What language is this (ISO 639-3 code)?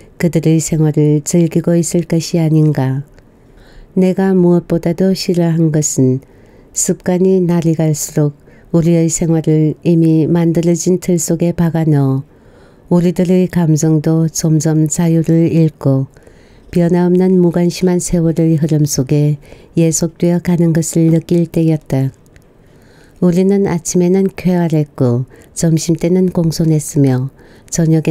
kor